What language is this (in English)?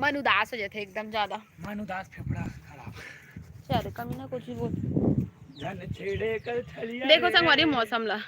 Chhattisgarhi